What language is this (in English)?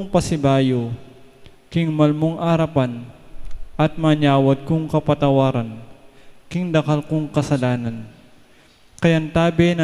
Pampanga